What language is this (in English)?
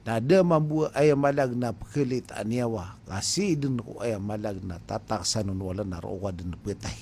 Maranao